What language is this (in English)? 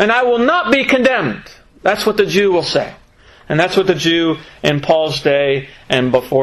English